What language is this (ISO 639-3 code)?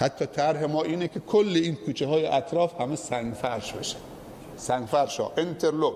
fas